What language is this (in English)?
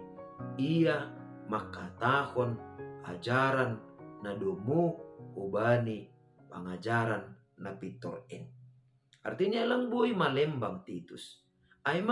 Batak Simalungun